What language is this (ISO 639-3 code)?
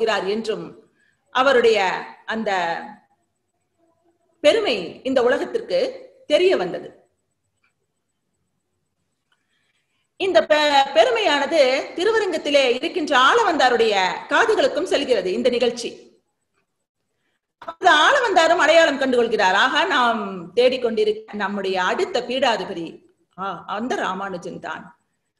tam